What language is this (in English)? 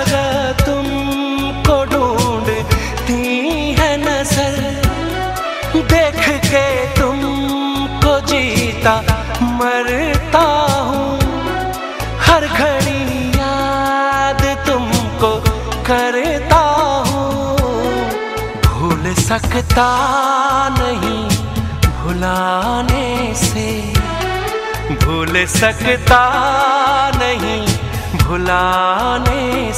Hindi